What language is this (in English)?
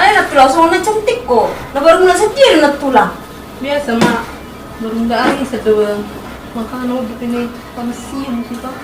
Batak Toba